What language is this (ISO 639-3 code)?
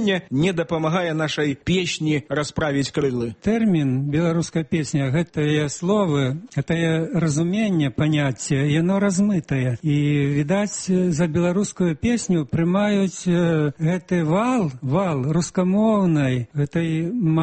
bel